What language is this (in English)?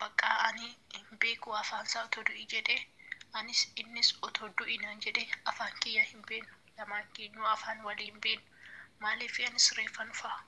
Oromo